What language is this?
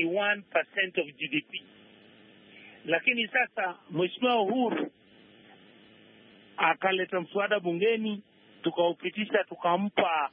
Swahili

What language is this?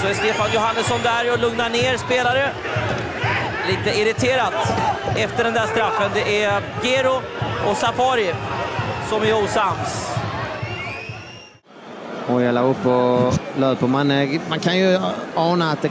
Swedish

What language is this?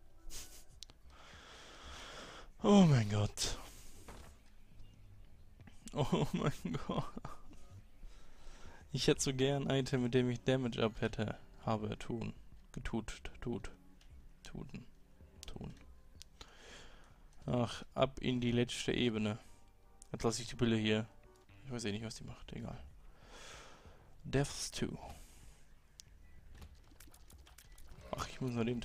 German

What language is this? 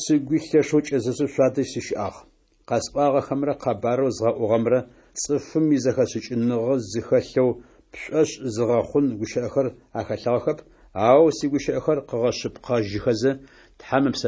Adyghe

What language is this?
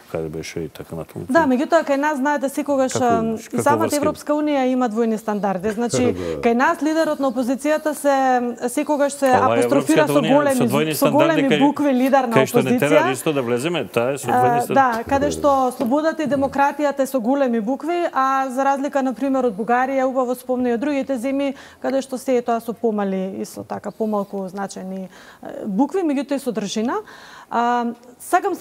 Macedonian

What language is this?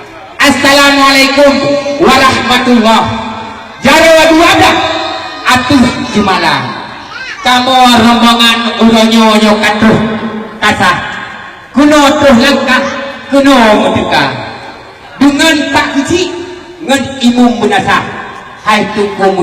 Achinese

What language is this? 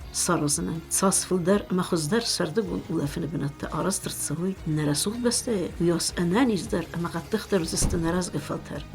Ossetic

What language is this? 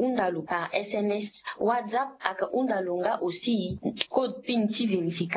Sango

